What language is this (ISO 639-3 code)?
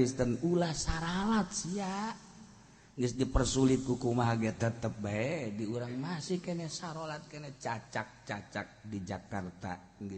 sun